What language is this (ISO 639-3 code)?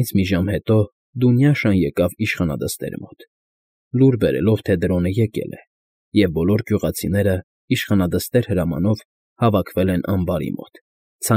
hye